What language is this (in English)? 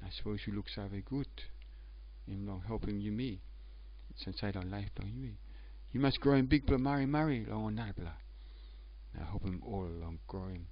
Tok Pisin